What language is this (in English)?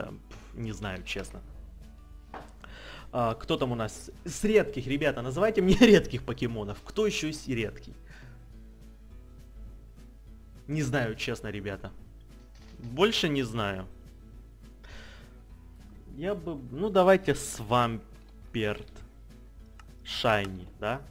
Russian